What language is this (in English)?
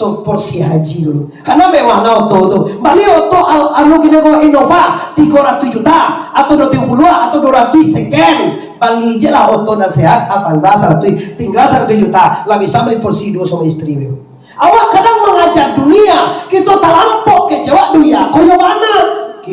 Minangkabau